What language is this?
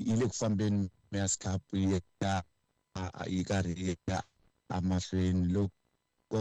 Tsonga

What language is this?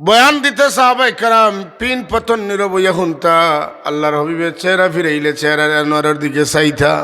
Sylheti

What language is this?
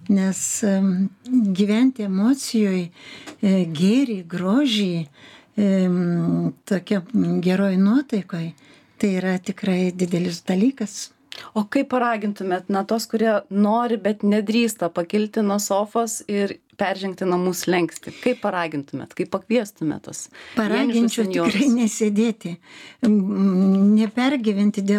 Lithuanian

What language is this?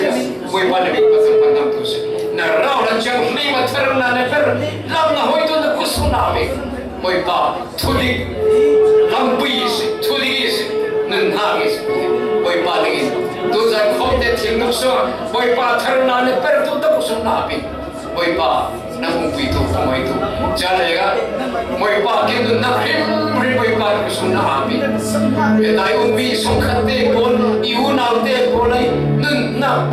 Falam Chin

